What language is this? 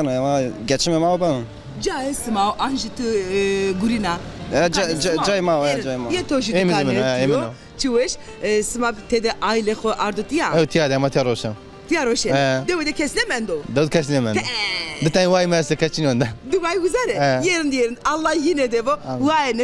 Zaza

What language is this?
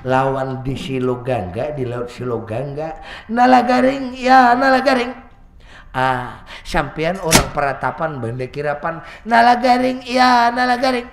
Banjar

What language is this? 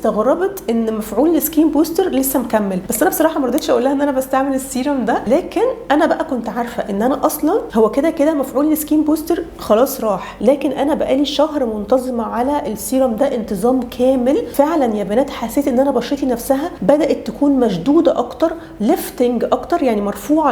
Egyptian Arabic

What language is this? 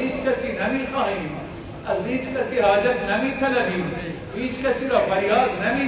Persian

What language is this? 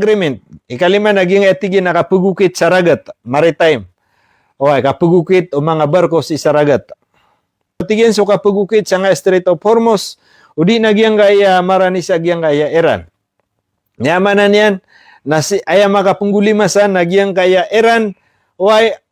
Maranao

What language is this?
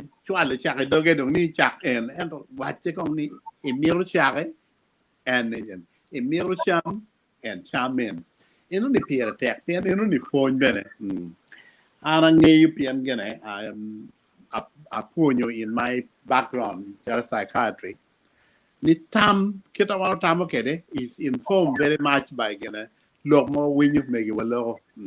Acoli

